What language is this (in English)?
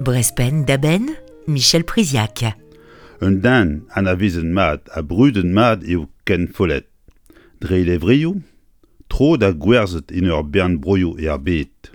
Breton